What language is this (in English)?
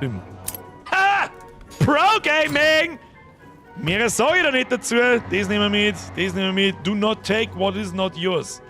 Bavarian